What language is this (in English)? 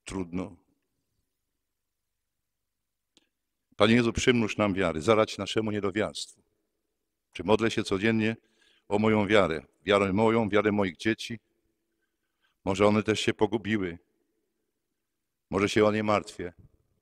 Polish